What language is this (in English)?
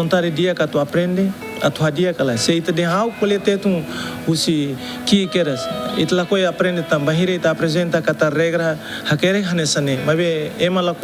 Tetum